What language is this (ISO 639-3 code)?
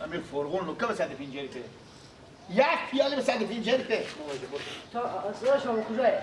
fas